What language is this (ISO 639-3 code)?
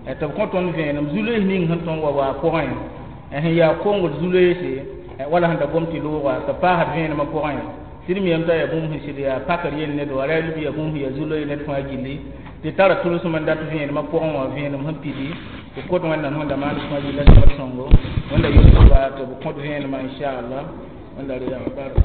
mos